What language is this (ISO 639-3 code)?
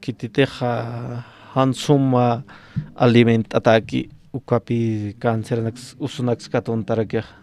aym